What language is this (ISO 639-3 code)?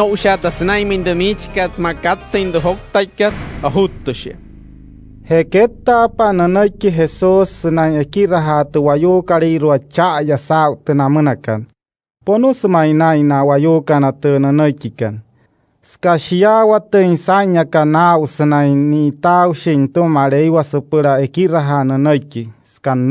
guc